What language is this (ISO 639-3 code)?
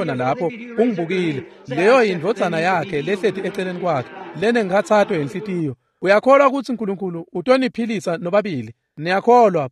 ssw